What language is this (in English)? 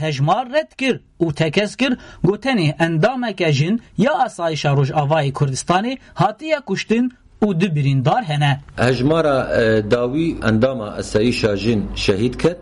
Kurdish